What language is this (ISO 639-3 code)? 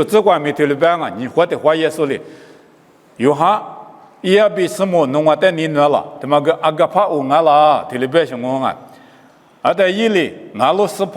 lis